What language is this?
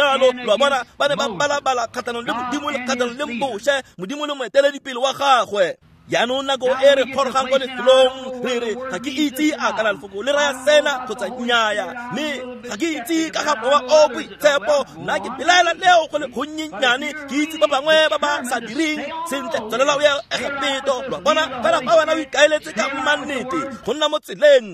Tswana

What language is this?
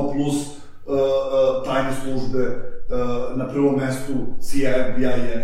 Serbian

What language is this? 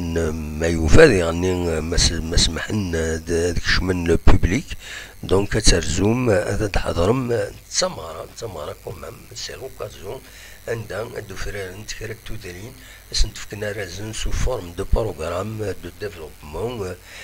Kabyle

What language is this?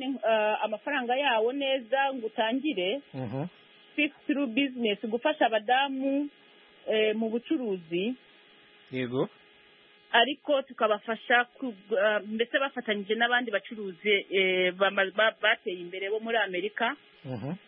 Kinyarwanda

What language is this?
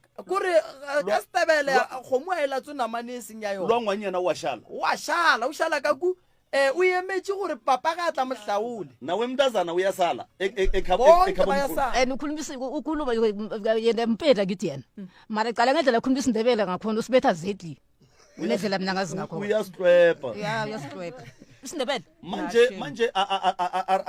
Northern Sotho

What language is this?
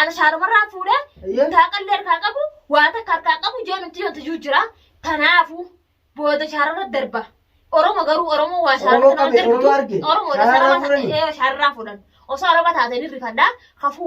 Oromo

